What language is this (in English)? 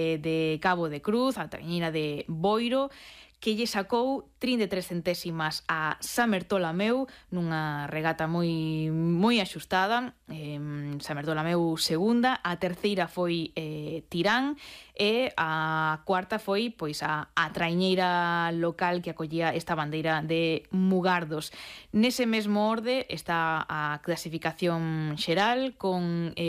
Galician